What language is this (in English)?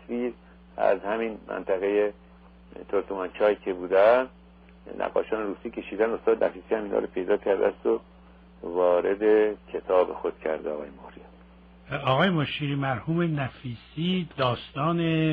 Persian